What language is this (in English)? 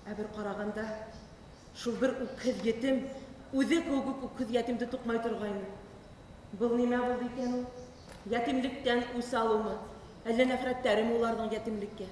Bashkir